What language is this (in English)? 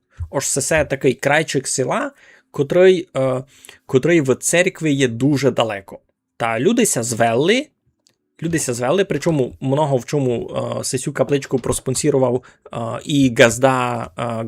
Rusyn